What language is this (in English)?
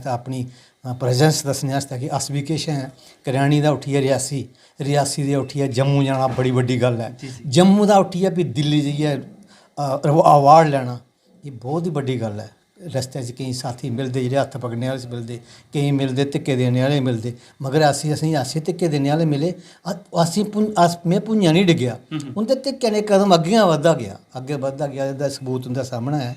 Dogri